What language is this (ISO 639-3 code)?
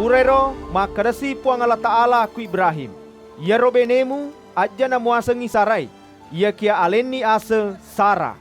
bug